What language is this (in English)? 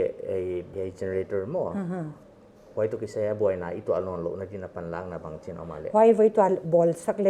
Paite Chin